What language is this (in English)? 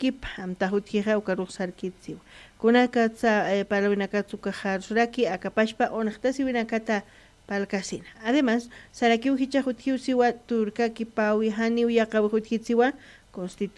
Aymara